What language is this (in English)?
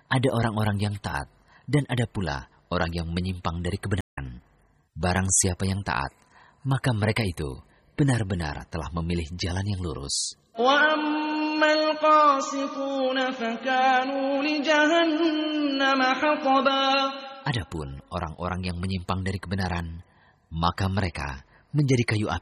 Indonesian